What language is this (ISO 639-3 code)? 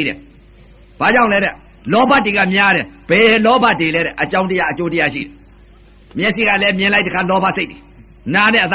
mya